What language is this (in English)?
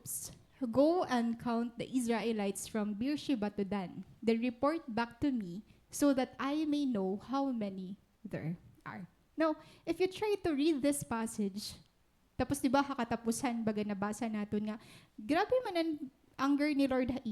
Waray